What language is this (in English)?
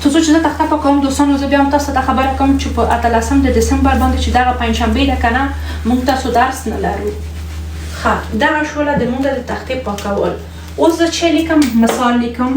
Pashto